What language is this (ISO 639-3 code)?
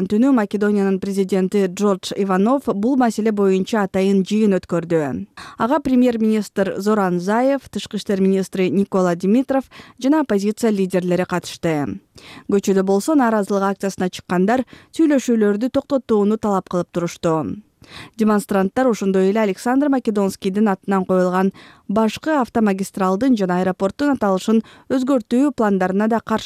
kir